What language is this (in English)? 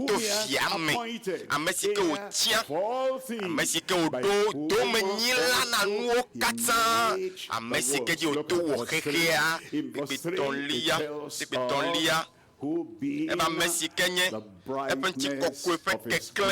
Ewe